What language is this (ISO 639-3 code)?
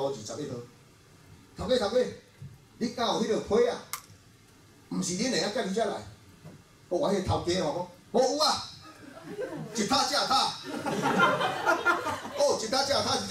nan